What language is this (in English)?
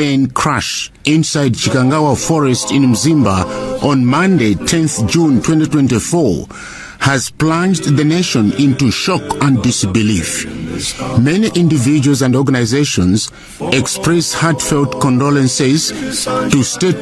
Nyanja